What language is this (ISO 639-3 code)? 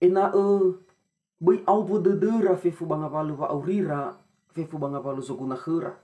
nia